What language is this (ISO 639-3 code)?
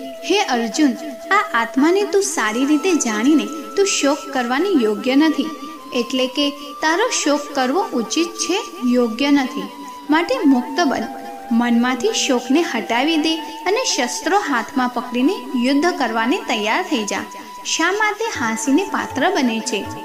guj